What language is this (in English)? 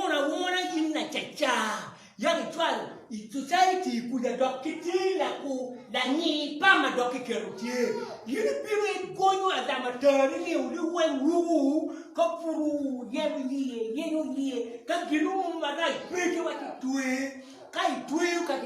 Acoli